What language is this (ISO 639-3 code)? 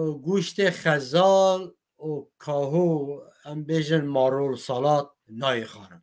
kur